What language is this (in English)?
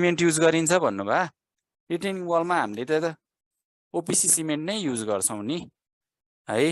Nepali